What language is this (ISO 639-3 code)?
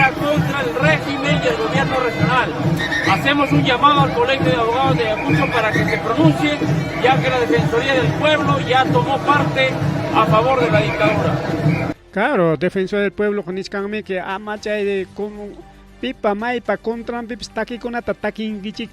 quy